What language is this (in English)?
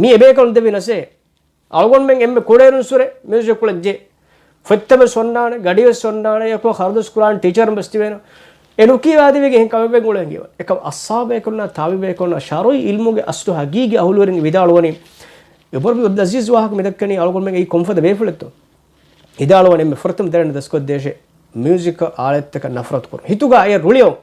Divehi